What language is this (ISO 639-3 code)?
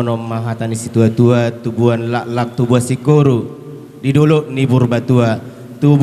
bbc